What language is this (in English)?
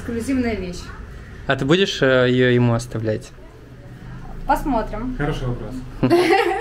Russian